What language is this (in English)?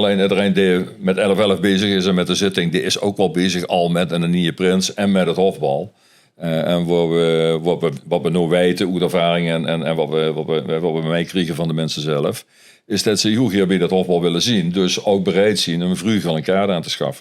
Limburgish